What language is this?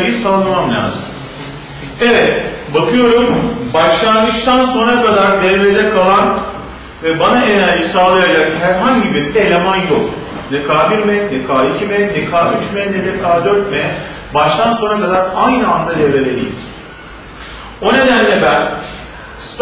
Turkish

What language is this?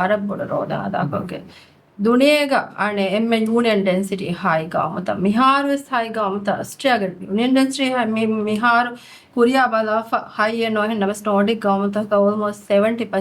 Divehi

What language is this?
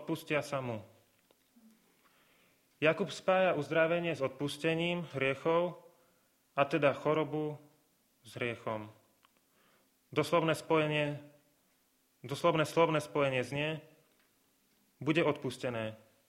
Slovak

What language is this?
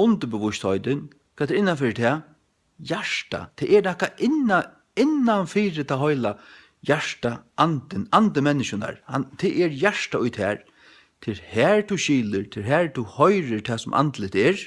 Faroese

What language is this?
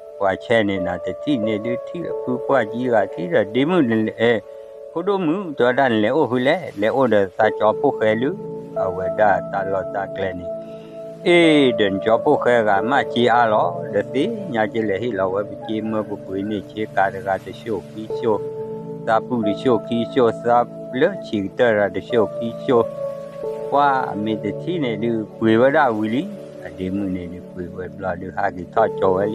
S'gaw Karen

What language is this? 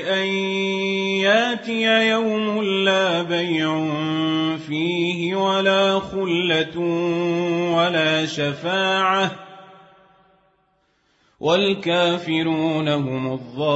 Arabic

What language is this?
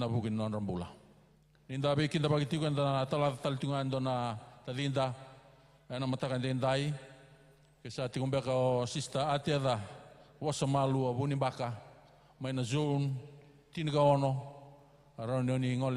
Fijian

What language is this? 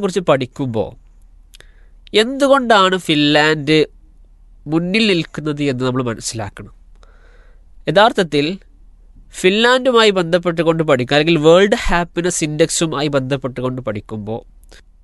Malayalam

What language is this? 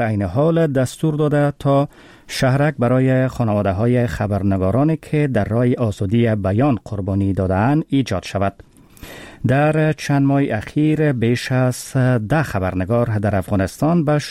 Persian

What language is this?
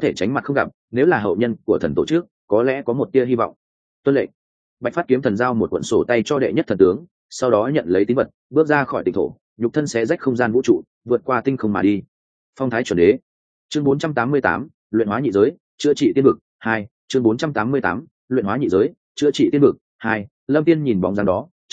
Vietnamese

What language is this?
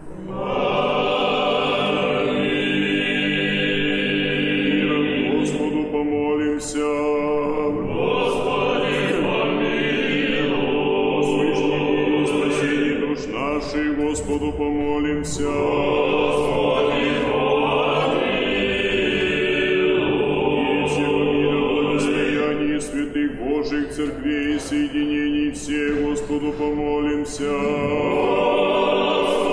Russian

